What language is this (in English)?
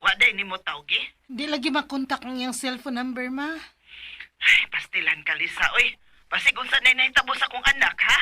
Cebuano